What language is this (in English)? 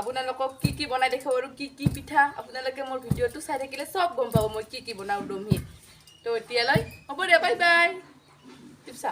Assamese